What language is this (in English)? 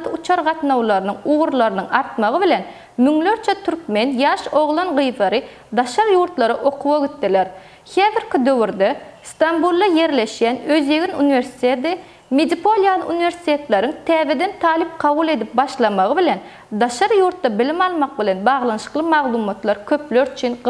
Turkmen